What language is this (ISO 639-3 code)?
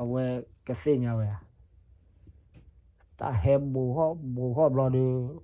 ksw